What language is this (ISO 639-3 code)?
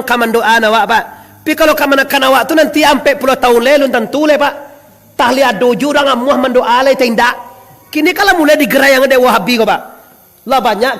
min